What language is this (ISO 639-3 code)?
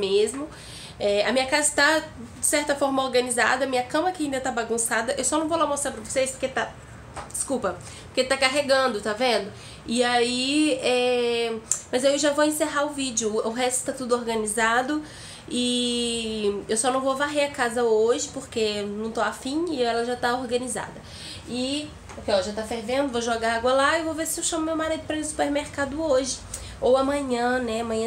por